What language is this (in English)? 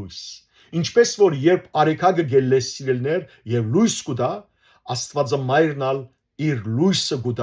Western Armenian